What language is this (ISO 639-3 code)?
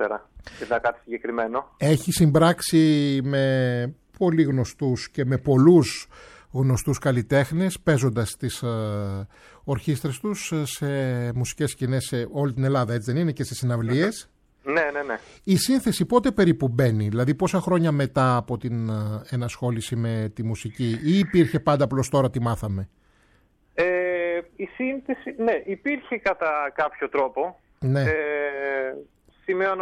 ell